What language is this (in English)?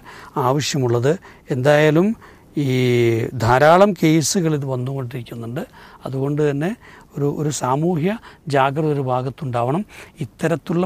Malayalam